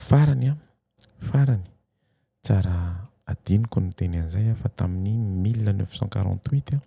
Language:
Malagasy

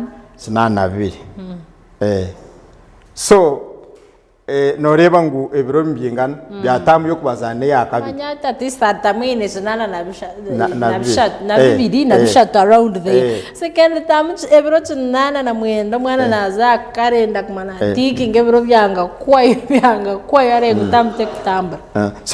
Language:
Nyankole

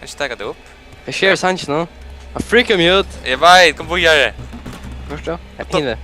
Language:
Faroese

